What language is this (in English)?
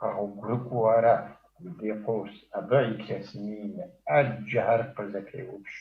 Kabardian